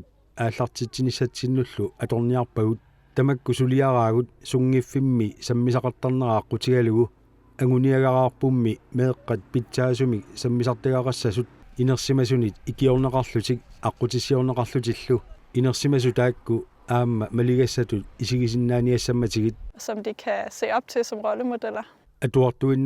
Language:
Kalaallisut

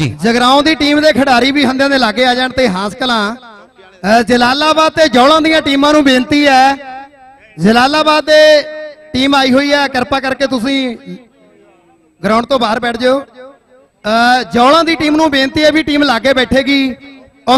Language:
Punjabi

